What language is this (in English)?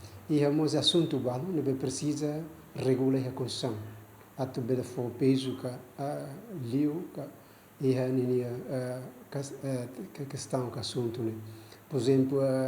Tetum